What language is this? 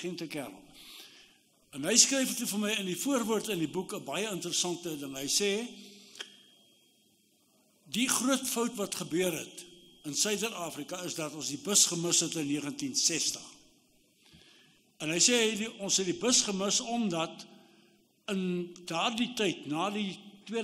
Afrikaans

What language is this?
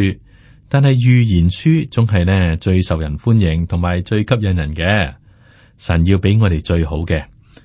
Cantonese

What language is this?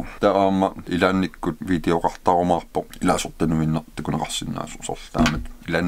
Kalaallisut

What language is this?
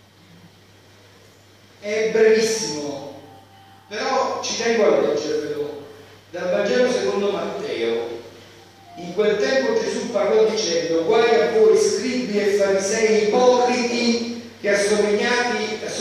Italian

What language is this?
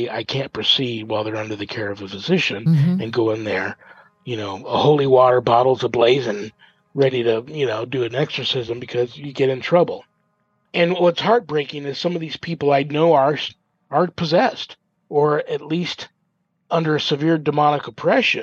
English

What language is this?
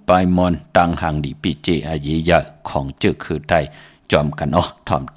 Shan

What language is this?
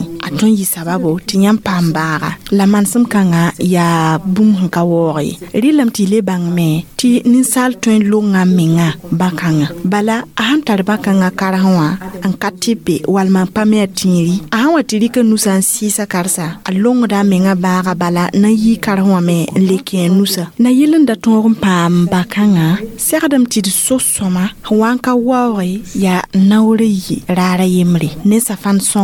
Mossi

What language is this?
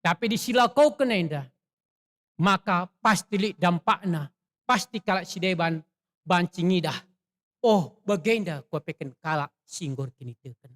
Batak Karo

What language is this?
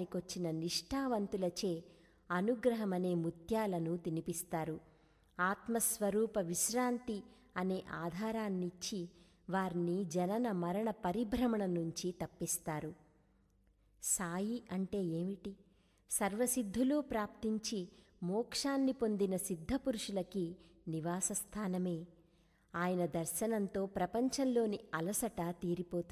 Telugu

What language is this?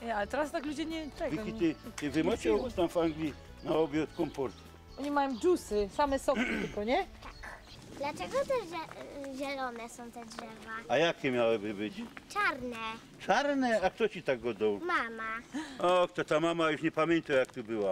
Silesian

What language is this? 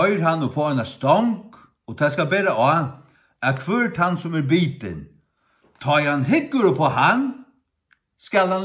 Faroese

